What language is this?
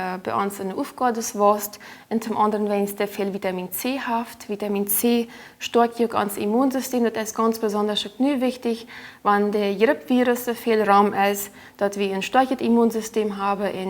Plautdietsch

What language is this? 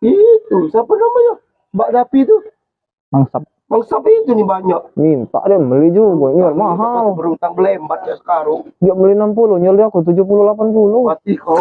Musi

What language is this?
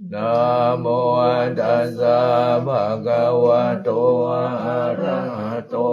Pali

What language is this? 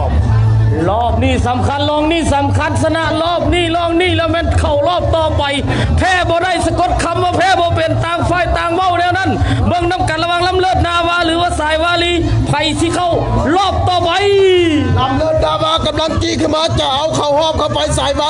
Northeastern Thai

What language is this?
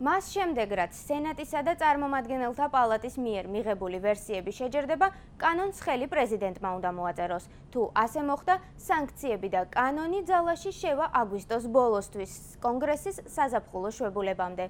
Georgian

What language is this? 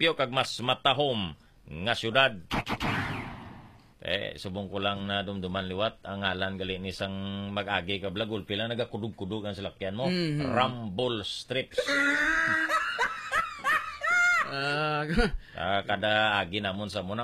Hiligaynon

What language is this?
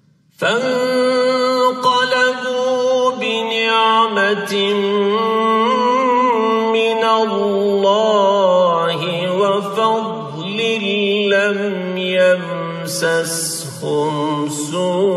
Turkish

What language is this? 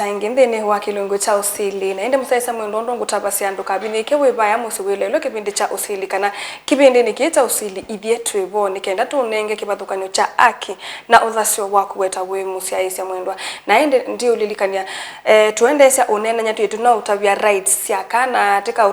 Kamba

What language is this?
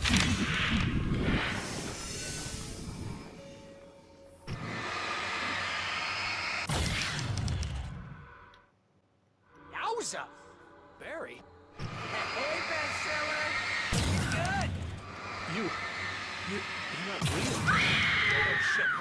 English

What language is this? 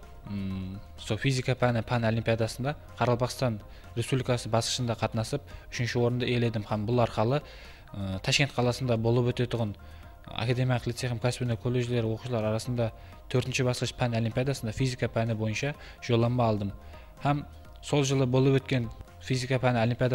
Kara-Kalpak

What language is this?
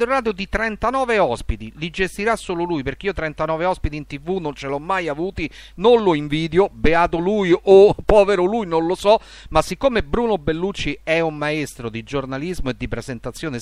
Italian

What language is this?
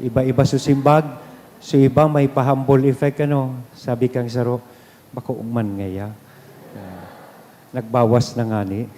Bikol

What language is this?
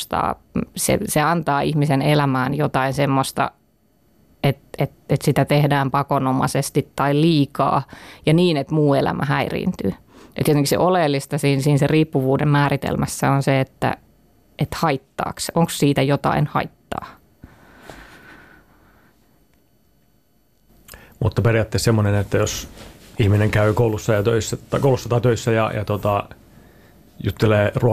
Finnish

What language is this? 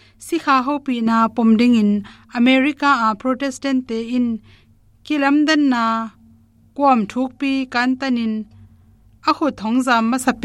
Tedim Chin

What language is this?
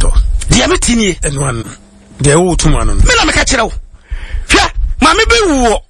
Akan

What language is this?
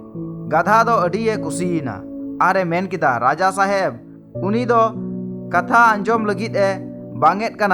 Santali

